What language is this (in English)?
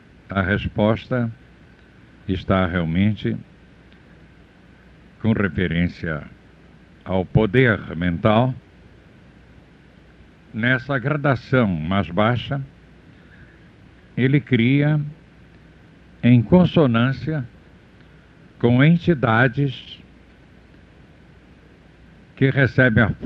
Portuguese